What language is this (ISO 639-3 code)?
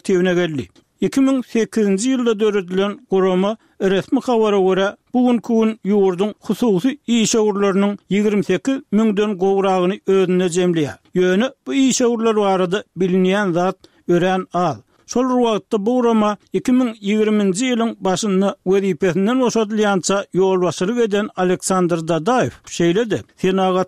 tuk